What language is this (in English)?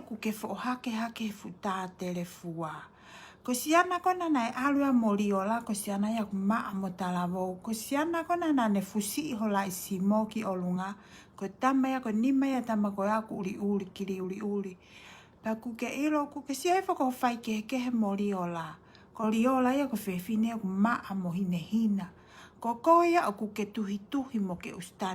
Tongan